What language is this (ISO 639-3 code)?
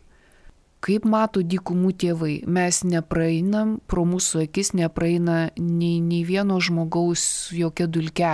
lit